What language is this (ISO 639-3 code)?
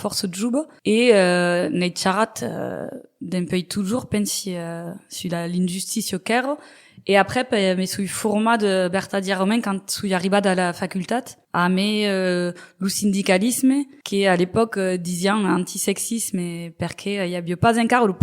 oci